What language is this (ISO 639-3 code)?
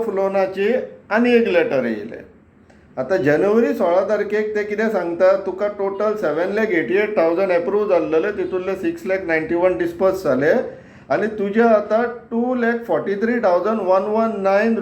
kok